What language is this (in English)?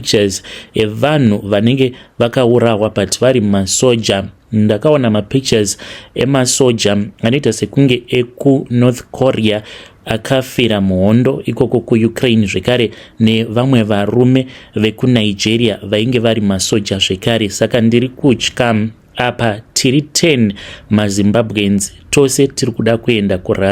Shona